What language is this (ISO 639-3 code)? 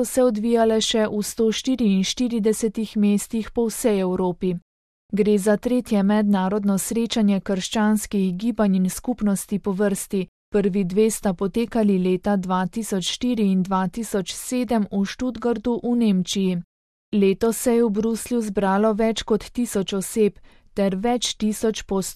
slv